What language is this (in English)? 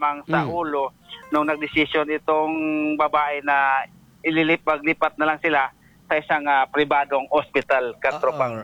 Filipino